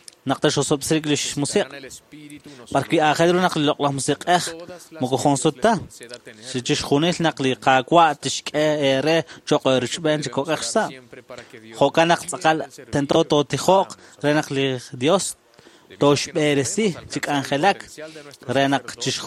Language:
Kekchí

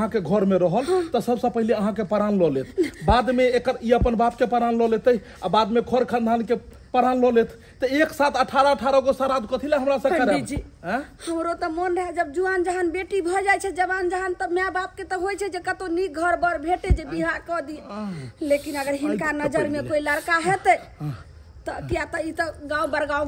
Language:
Maithili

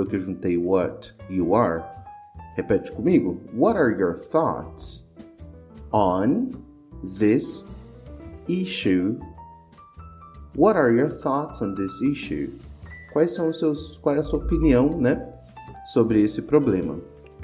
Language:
Portuguese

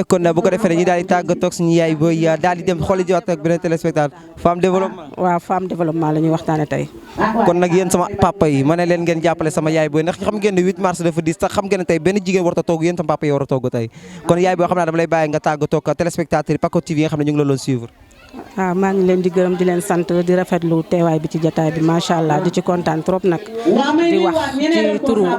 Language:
Wolof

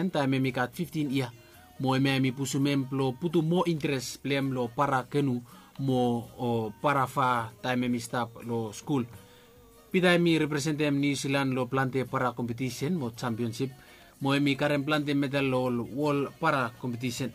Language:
Bislama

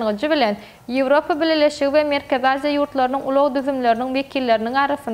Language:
Turkmen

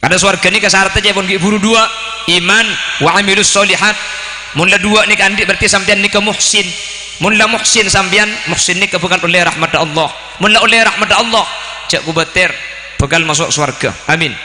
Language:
Madurese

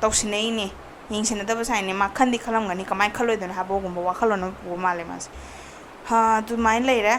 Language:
Manipuri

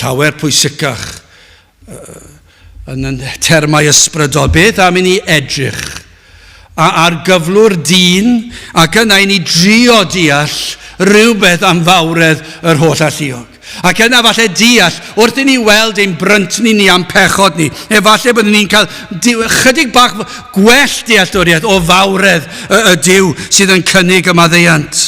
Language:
Welsh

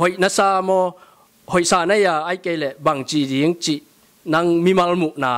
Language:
Tedim Chin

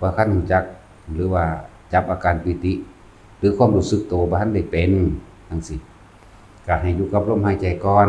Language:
Northeastern Thai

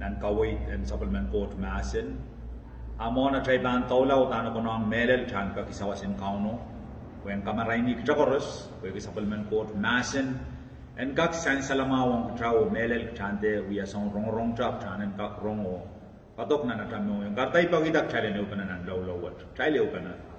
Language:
Pohnpeian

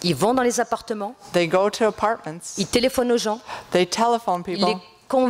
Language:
French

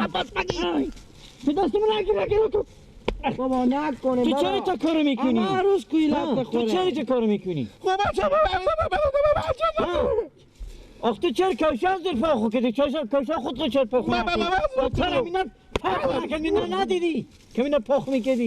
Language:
Persian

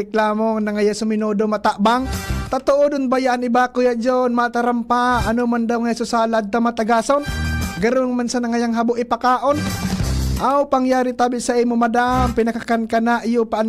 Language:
Bikol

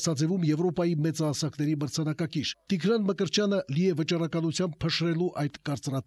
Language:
Armenian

